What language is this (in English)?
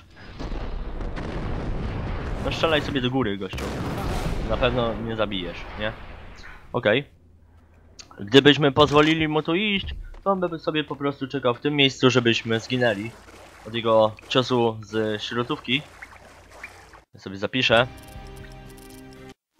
Polish